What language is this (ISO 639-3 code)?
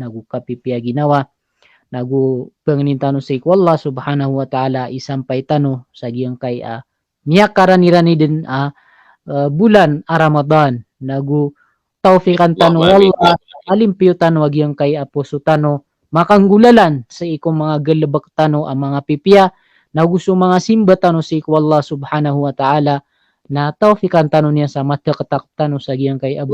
mrw